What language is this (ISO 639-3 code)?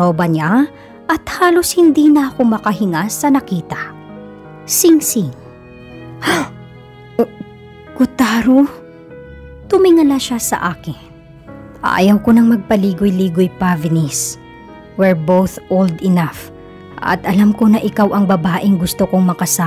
fil